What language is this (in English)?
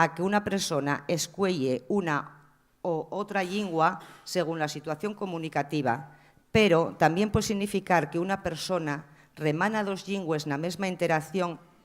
Asturian